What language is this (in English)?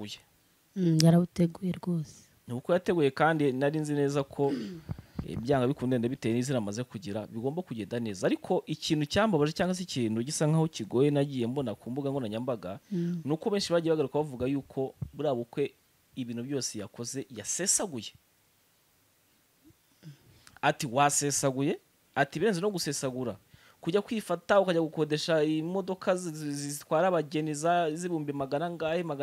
Kinyarwanda